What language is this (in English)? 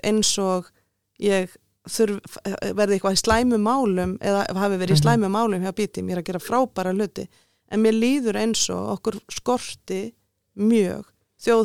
Icelandic